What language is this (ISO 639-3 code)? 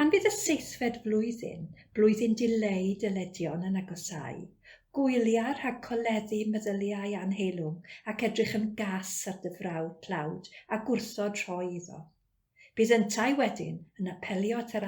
cym